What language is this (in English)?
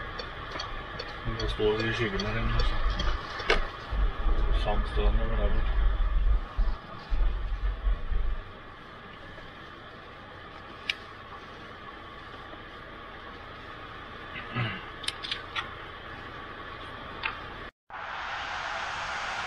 Norwegian